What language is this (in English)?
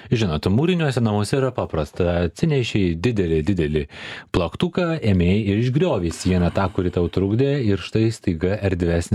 Lithuanian